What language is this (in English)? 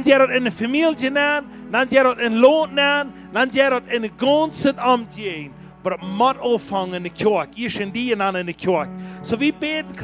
Plautdietsch